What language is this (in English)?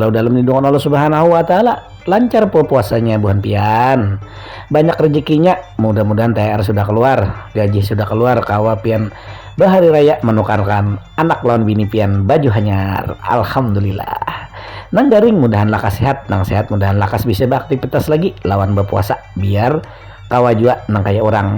Banjar